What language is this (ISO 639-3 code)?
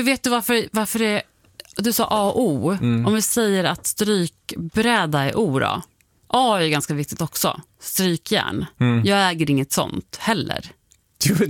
swe